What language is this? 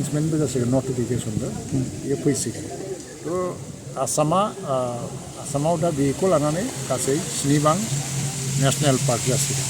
Bodo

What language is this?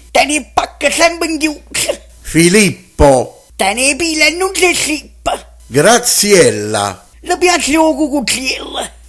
Neapolitan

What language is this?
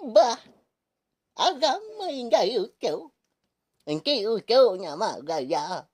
Iban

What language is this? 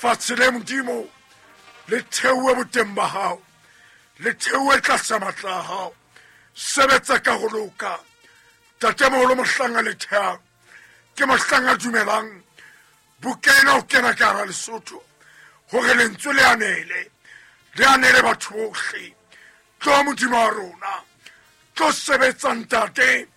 Southern Sotho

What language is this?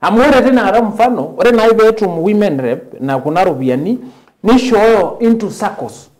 Masai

